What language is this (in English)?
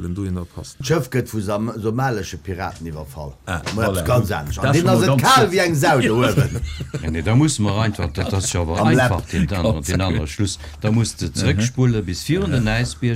Luxembourgish